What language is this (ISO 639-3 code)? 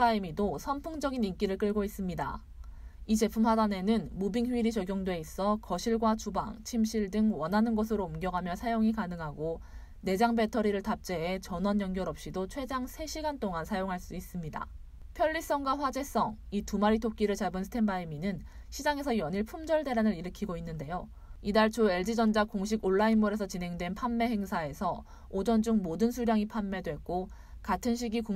kor